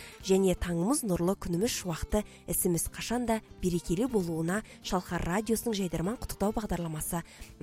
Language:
Kazakh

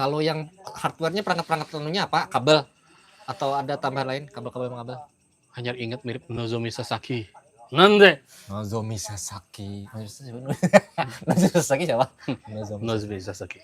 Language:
Banjar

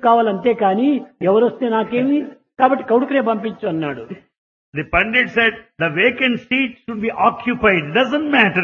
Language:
Telugu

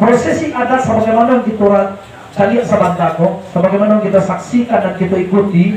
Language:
Minangkabau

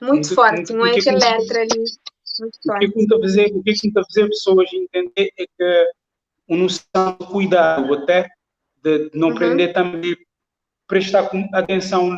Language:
Kabuverdianu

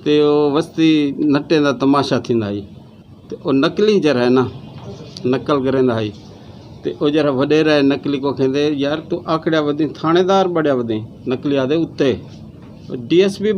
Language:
Saraiki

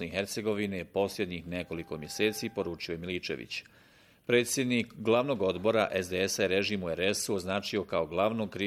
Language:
Bosnian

